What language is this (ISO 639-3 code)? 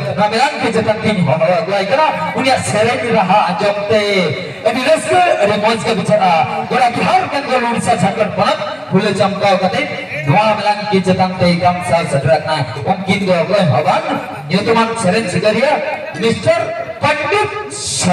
sat